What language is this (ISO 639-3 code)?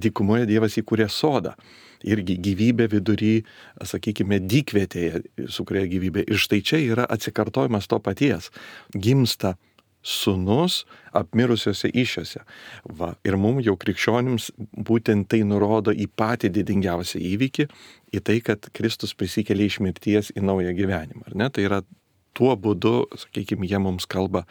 lit